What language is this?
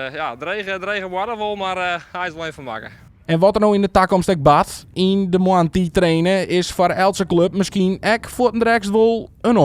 Western Frisian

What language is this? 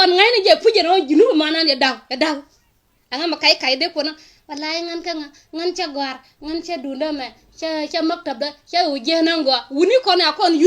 Nuer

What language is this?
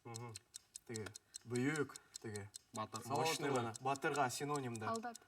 Bashkir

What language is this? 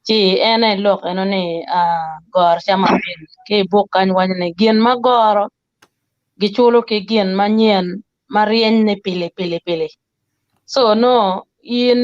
Acoli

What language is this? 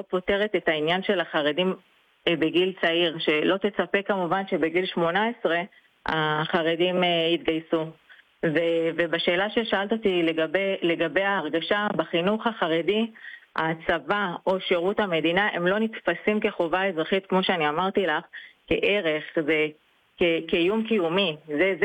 Hebrew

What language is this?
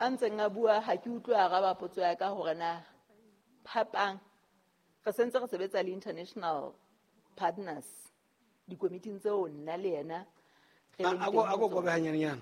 Southern Sotho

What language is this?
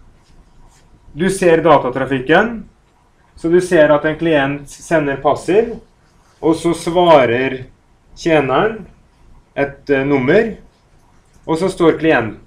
Norwegian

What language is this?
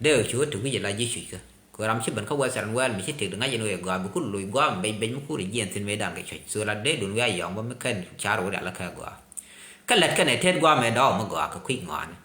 Nuer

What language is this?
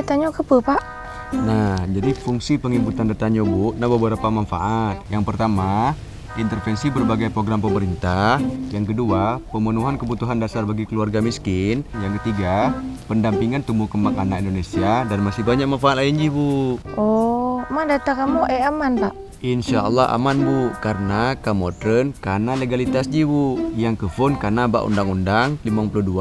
Achinese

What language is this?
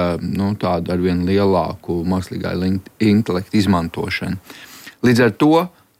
Latvian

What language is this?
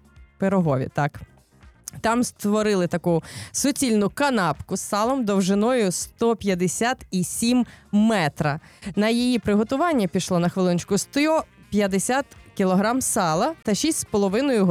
Ukrainian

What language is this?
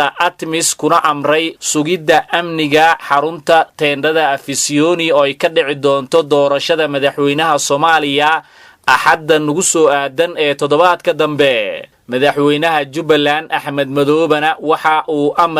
Somali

